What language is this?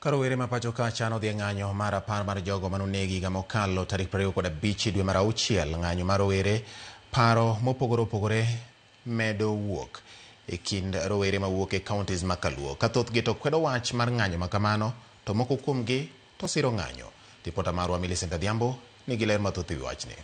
Luo (Kenya and Tanzania)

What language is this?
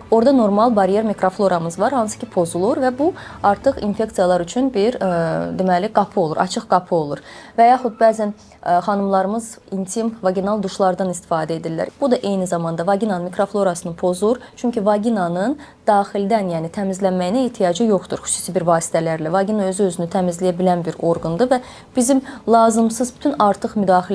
Azerbaijani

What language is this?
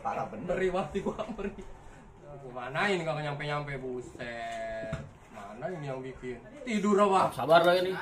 Betawi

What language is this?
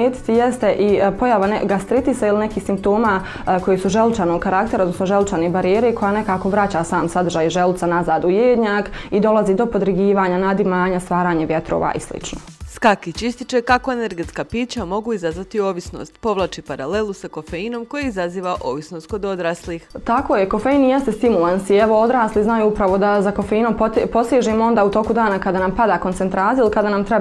Bosnian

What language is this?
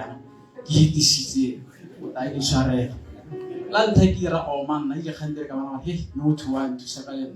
Tswana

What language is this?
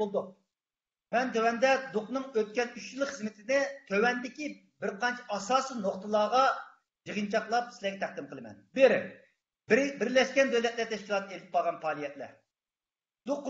Uyghur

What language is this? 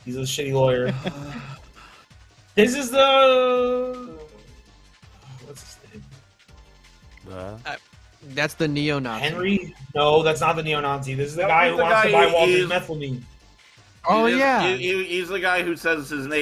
English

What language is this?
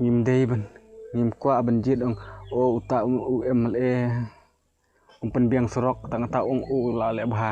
Khasi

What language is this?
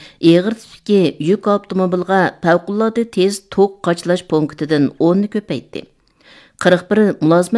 Uyghur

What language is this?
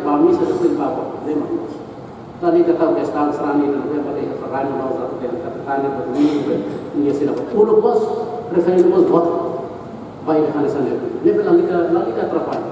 Tetum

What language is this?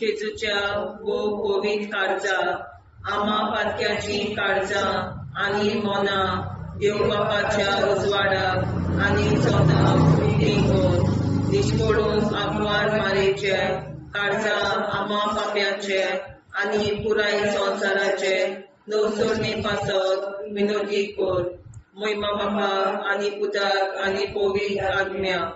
Konkani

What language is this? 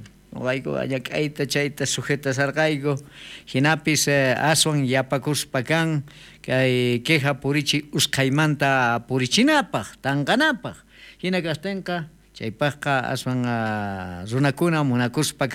South Bolivian Quechua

